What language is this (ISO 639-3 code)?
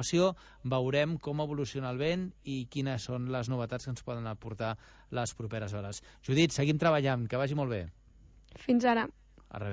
cat